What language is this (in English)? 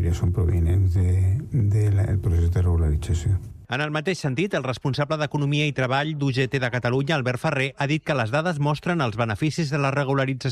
Catalan